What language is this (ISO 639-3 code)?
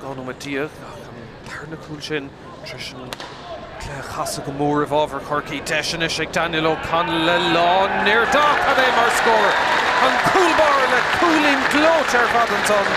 gle